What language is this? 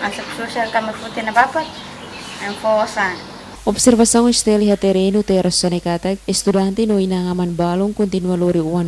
Tetum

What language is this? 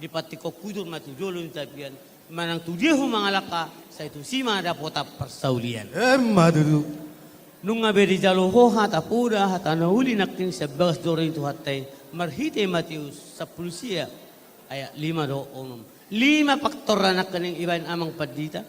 Batak Toba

